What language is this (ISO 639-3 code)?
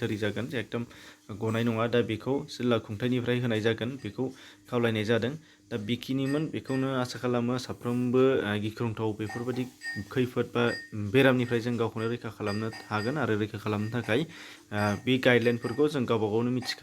brx